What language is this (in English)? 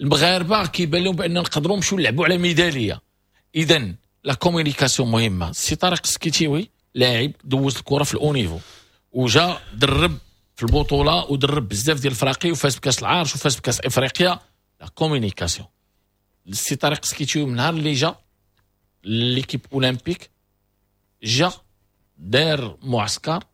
Moroccan Arabic